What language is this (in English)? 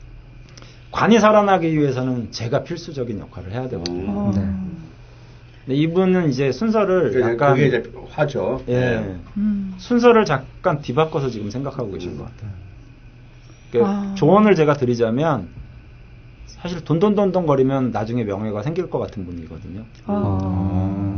Korean